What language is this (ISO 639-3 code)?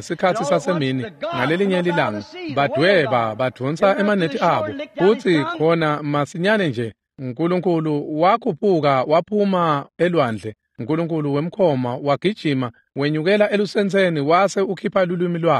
ssw